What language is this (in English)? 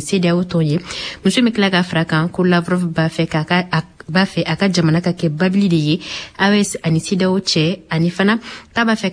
Bambara